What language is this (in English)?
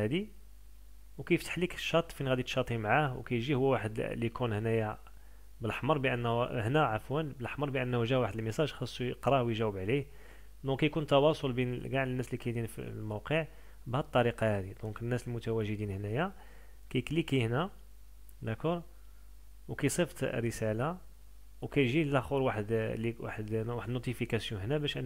Moroccan Arabic